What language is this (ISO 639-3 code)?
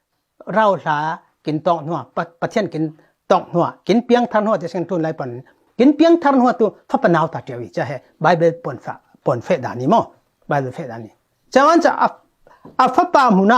cfm